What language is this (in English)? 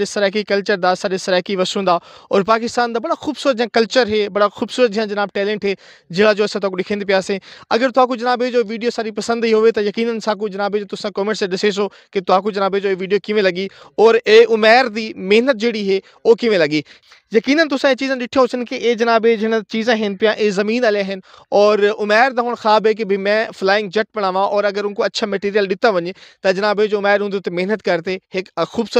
Saraiki